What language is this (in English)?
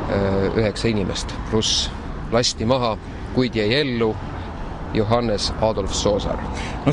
Estonian